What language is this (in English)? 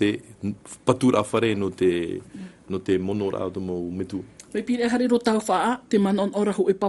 Tahitian